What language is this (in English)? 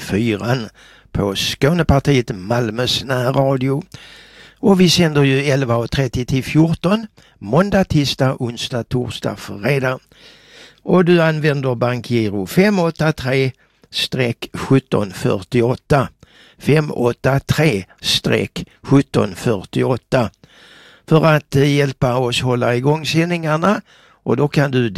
Swedish